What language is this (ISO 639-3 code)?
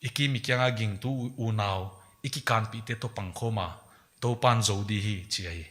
pck